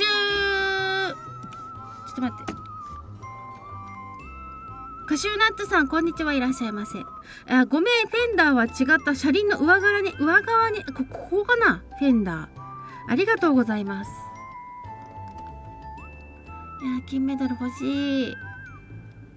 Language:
Japanese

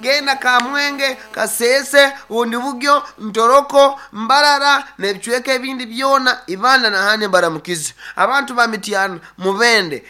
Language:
Nyoro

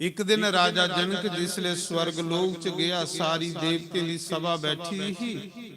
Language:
Dogri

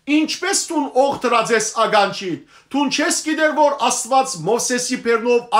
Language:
Western Armenian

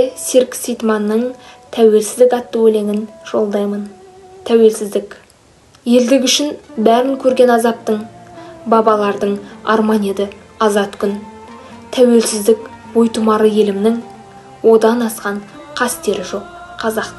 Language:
Kazakh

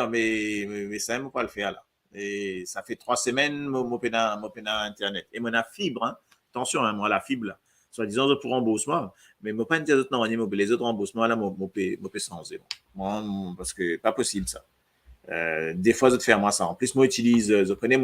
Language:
Morisyen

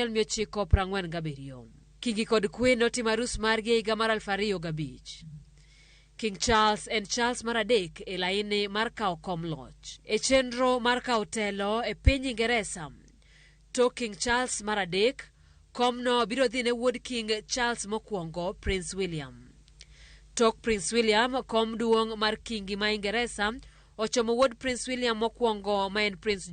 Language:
Luo (Kenya and Tanzania)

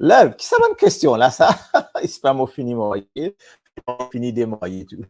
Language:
Morisyen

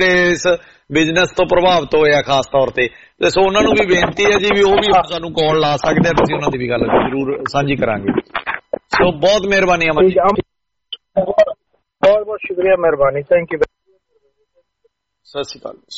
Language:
Punjabi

